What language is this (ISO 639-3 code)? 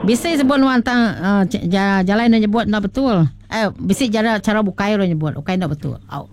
iba